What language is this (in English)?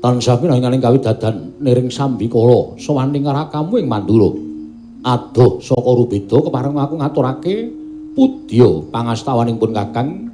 Javanese